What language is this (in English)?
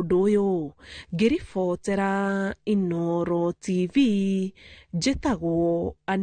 Kikuyu